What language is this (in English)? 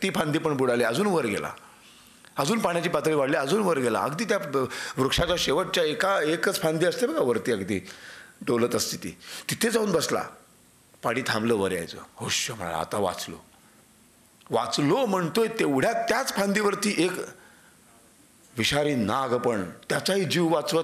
Marathi